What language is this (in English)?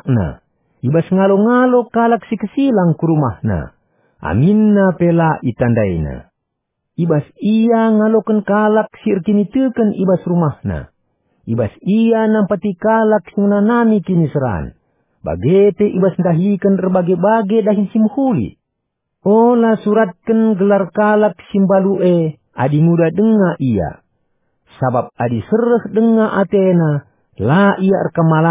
Batak Karo